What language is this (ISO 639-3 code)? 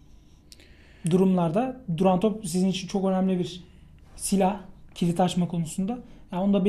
tur